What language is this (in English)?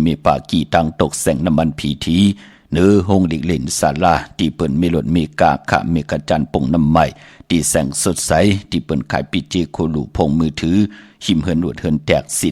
Shan